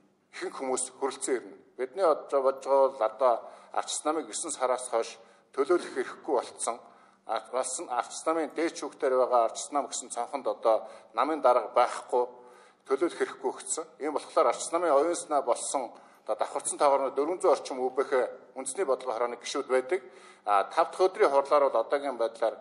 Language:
Mongolian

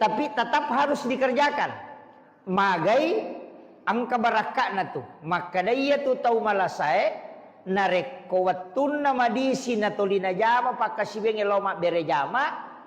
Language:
Buginese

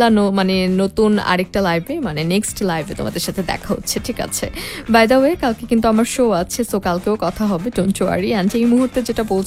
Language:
Bangla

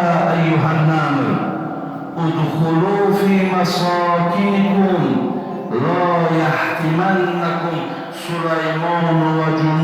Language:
Tajik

